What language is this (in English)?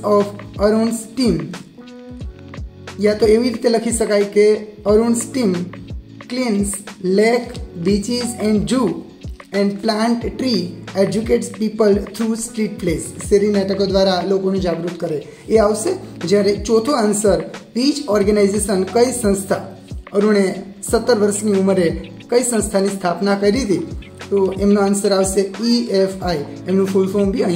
Gujarati